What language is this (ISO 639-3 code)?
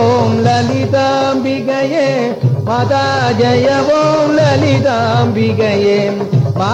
tam